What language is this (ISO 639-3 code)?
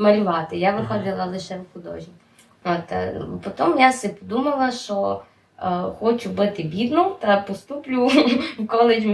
rue